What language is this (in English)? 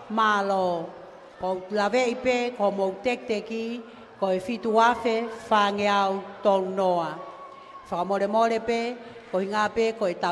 Tongan